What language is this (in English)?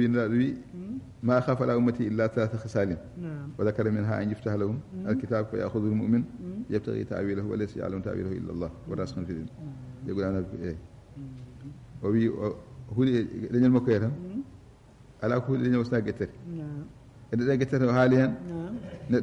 Fula